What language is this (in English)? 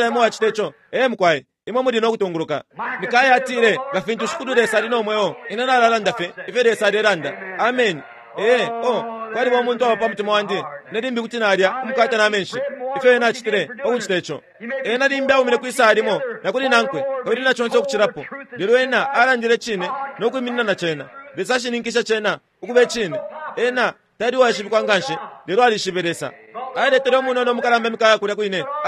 Bemba